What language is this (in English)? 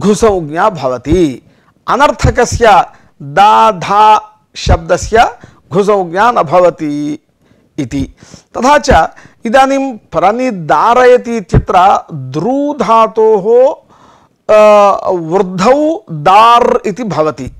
Sanskrit